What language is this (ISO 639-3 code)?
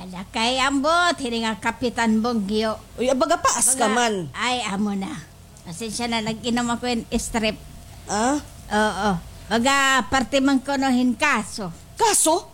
war